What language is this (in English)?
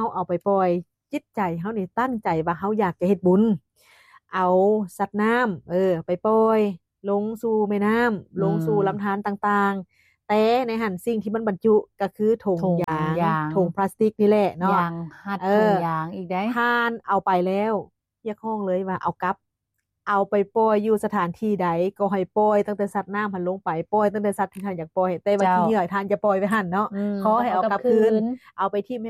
Lao